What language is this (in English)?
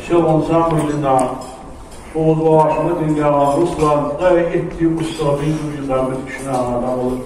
Ingush